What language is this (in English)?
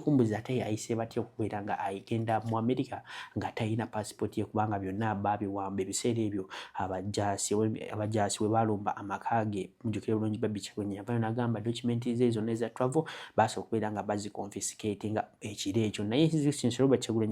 Ganda